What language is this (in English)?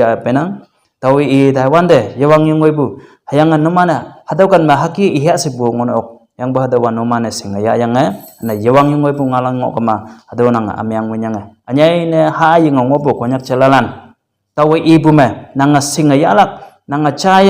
Konyak Naga